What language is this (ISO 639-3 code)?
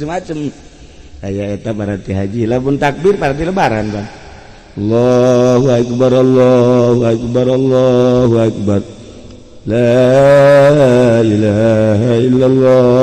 sun